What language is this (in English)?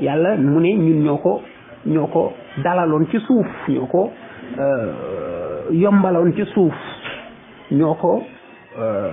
Wolof